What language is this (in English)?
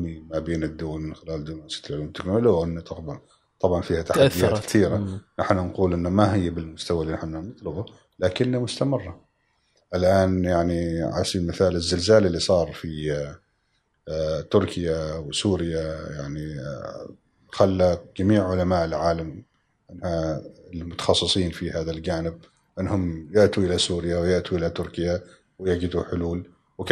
Gulf Arabic